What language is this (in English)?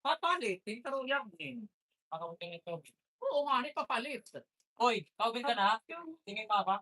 Waray